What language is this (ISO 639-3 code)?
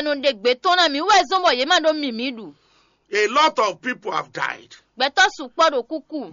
fon